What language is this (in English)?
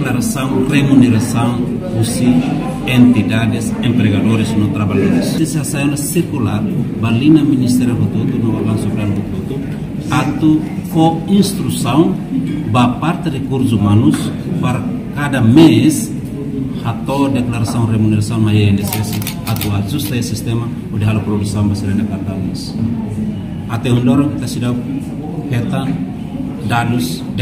Tetum